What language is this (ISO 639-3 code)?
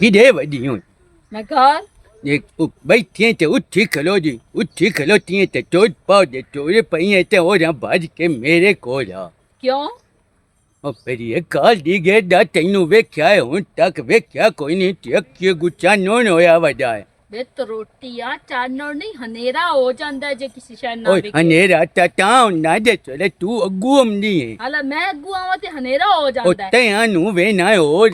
lah